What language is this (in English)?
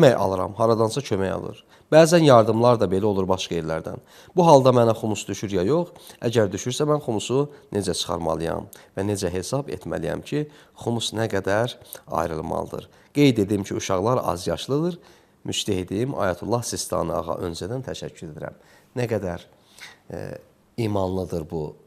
Azerbaijani